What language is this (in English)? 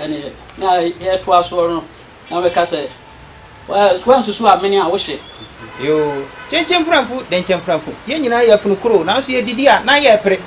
Akan